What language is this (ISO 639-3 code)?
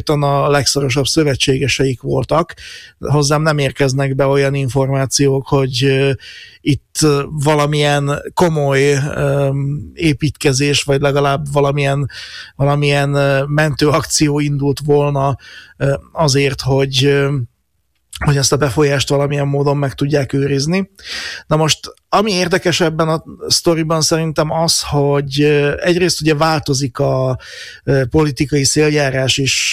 hun